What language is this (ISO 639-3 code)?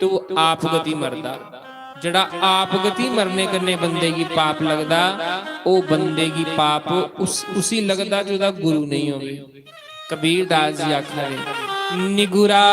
doi